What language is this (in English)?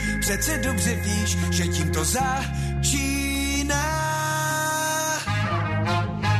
Czech